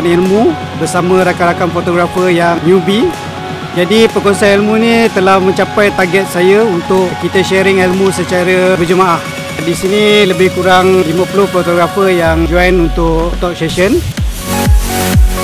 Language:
Malay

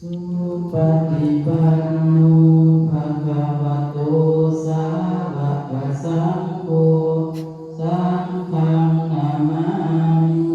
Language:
Pali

